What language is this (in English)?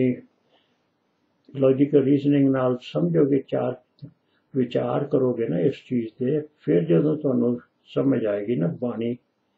Punjabi